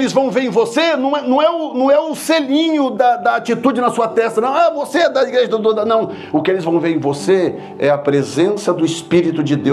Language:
Portuguese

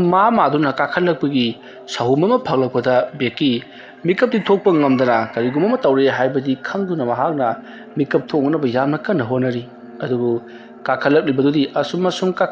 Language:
Manipuri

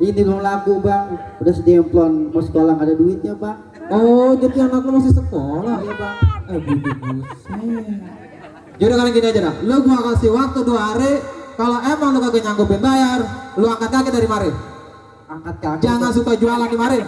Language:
Betawi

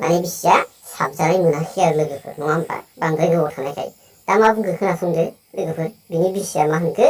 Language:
Bodo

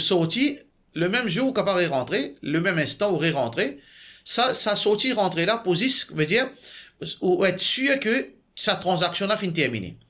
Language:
Morisyen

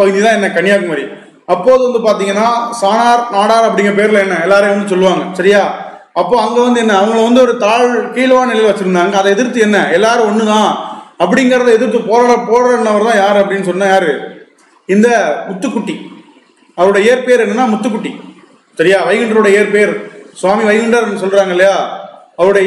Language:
Tamil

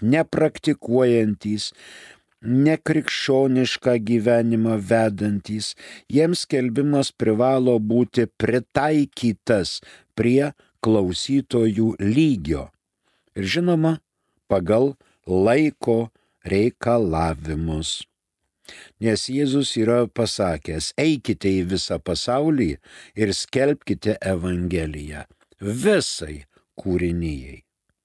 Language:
Lithuanian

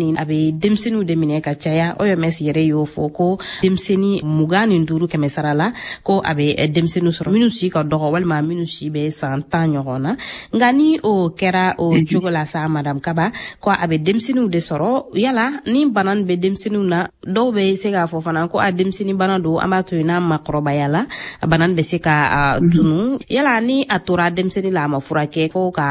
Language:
Bambara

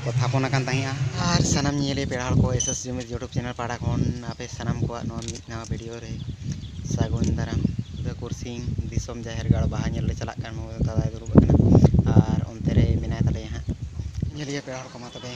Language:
Santali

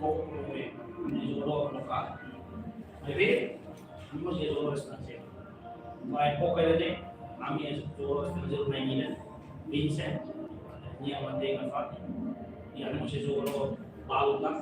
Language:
Tetum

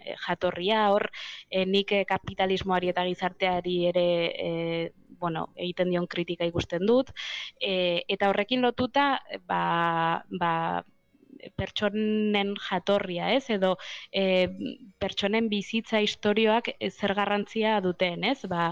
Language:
Basque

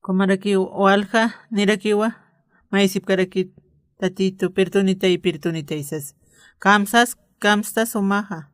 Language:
Aymara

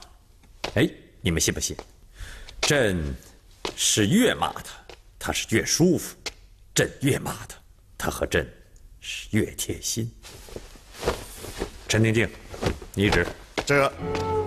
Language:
Chinese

